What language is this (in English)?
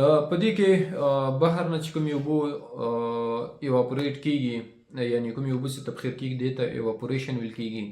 Pashto